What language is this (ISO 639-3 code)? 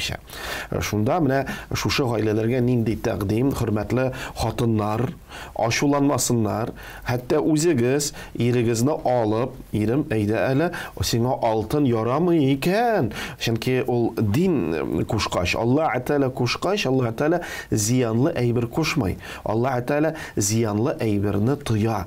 tat